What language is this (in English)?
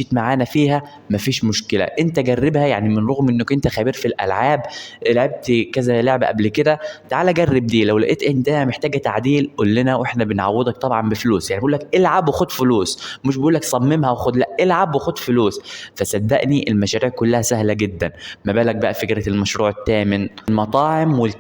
Egyptian Arabic